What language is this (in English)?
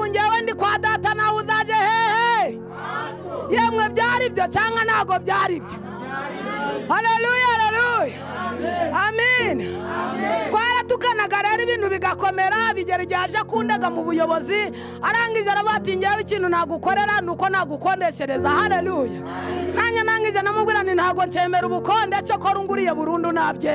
Kinyarwanda